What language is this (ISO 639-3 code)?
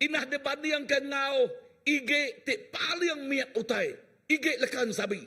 iba